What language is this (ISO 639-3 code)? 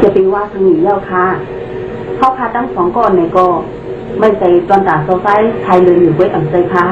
shn